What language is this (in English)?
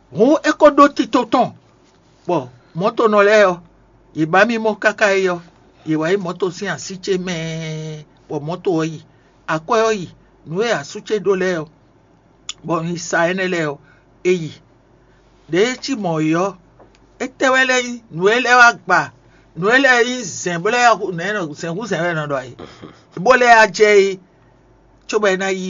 Fon